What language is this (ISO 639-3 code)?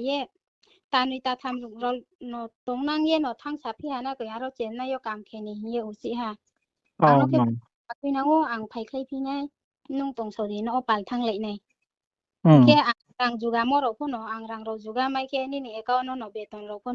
ria